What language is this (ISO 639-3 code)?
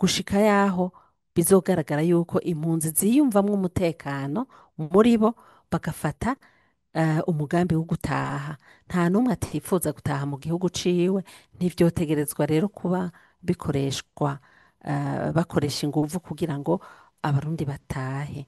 run